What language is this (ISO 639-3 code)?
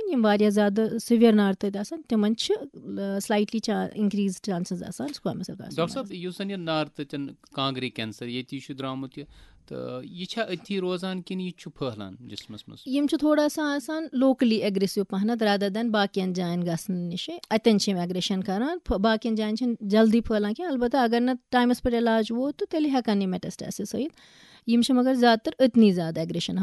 kas